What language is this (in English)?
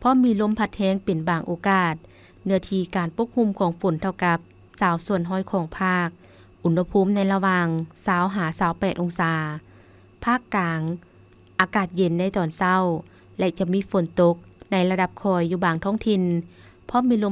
Lao